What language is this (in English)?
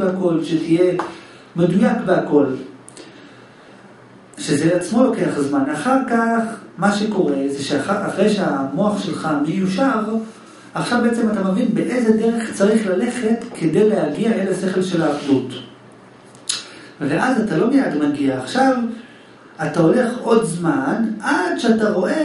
Hebrew